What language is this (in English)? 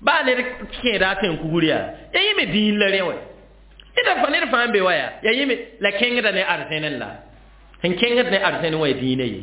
Mossi